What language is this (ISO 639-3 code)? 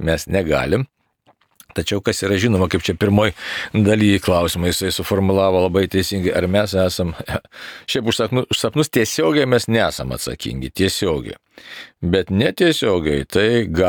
lit